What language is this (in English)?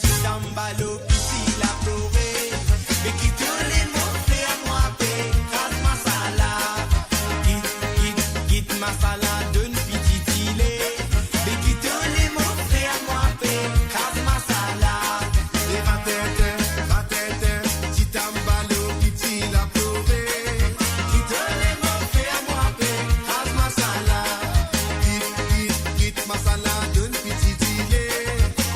Morisyen